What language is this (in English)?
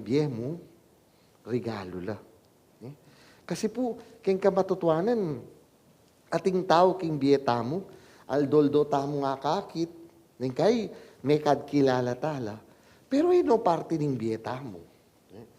Pampanga